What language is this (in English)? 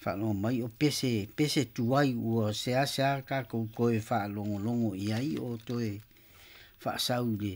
Samoan